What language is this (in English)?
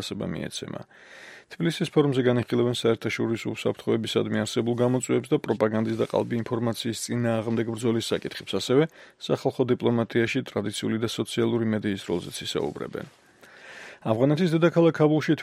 Georgian